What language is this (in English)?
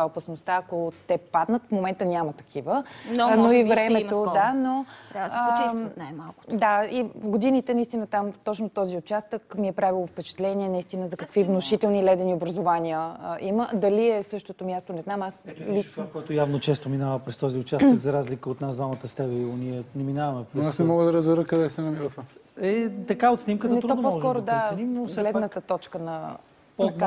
Bulgarian